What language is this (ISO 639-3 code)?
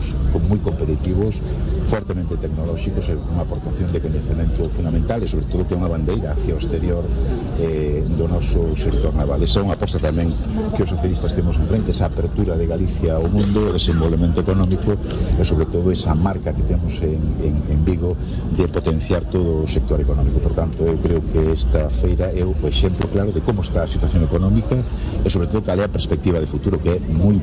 glg